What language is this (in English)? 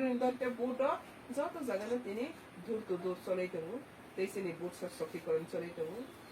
Kok Borok